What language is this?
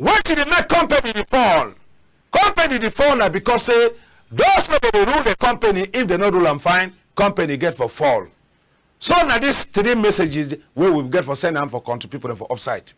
Cameroon Pidgin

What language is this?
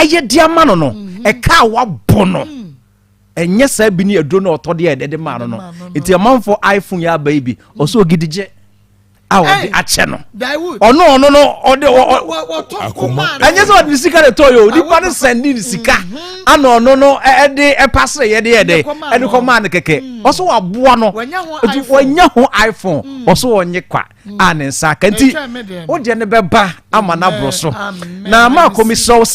Akan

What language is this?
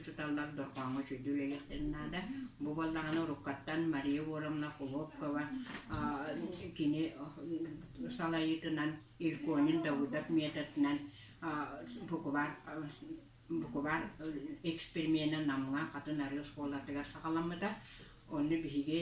Yakut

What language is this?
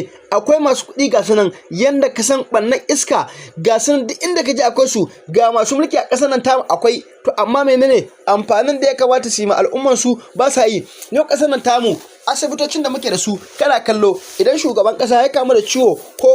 Hausa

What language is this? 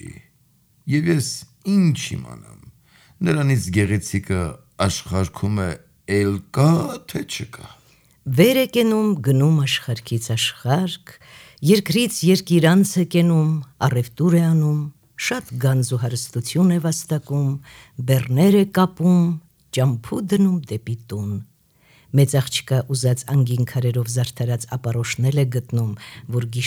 Armenian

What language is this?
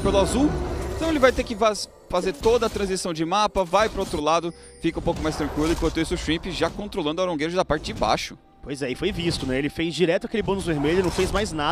Portuguese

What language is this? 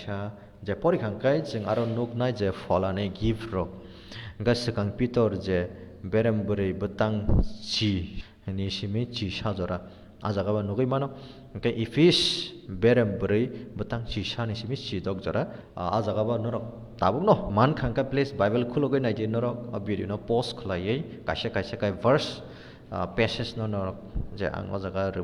Kok Borok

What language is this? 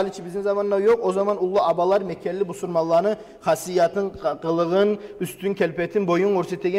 Kumyk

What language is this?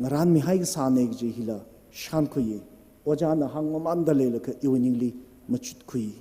Tangkhul Naga (India)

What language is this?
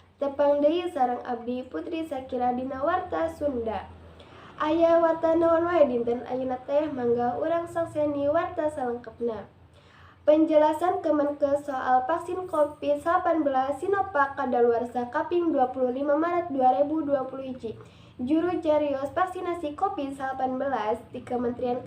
Sundanese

